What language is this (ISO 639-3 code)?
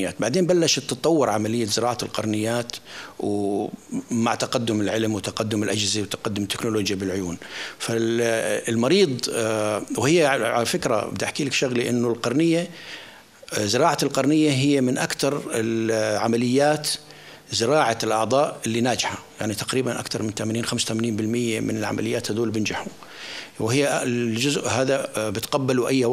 apc